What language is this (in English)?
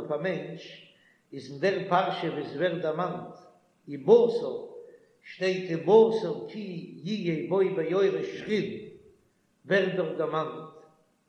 Yiddish